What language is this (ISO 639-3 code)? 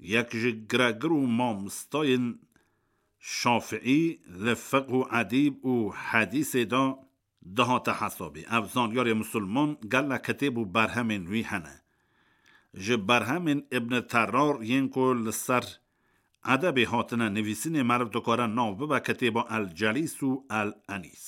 kur